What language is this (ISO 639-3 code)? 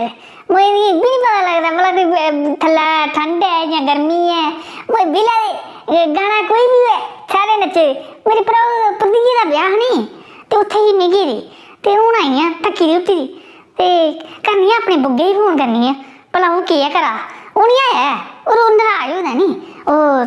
doi